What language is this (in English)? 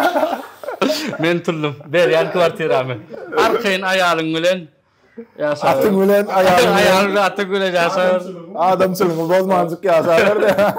Turkmen